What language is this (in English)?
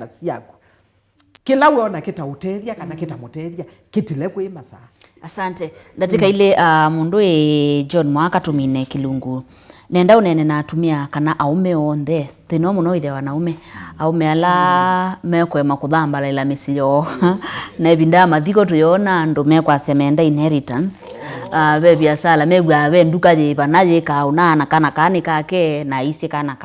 Kamba